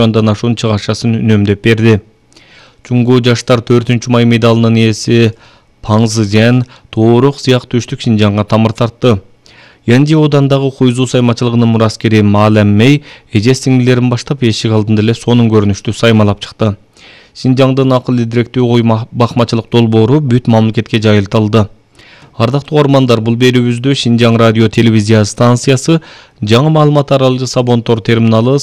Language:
Kyrgyz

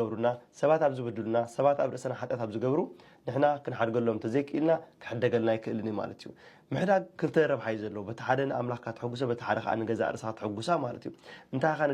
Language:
Tigrinya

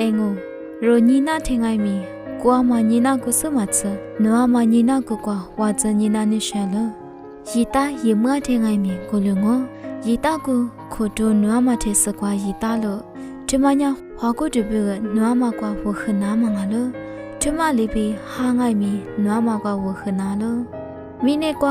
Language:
Lisu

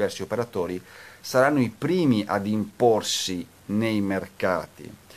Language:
Italian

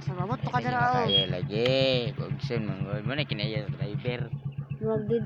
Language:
Cebuano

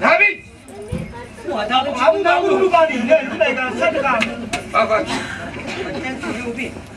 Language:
Neapolitan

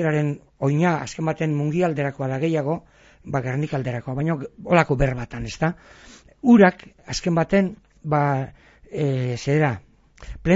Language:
Basque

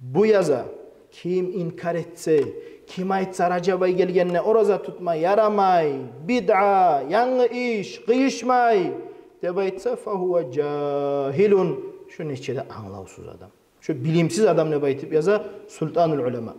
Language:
Kumyk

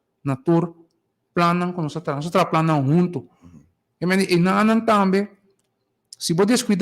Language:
Papiamento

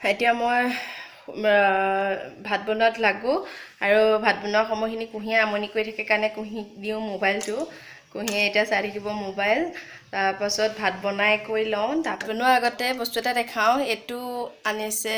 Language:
Assamese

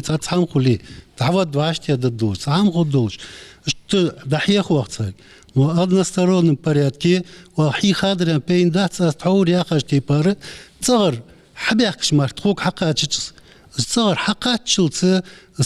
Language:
Ingush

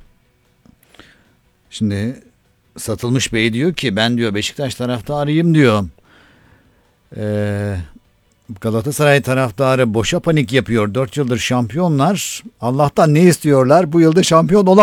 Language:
Turkish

